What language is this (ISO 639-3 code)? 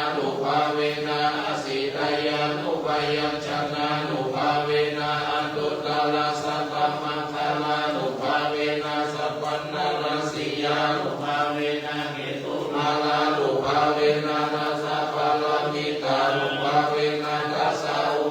pli